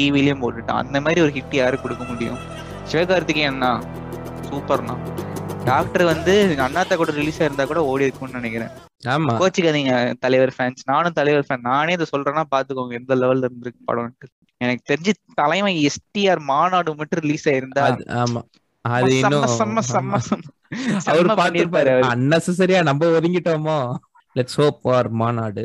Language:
Tamil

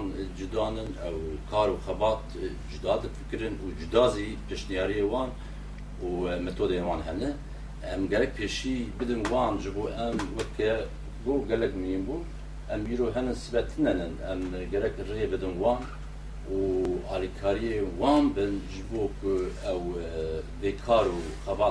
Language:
Kurdish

